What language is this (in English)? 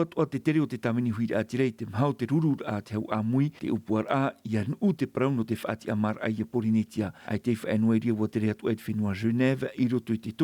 Tahitian